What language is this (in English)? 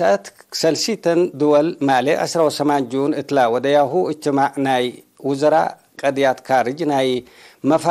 Tigre